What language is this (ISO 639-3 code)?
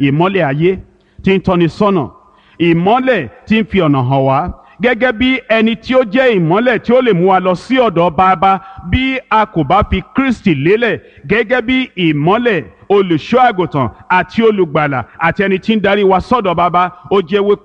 yor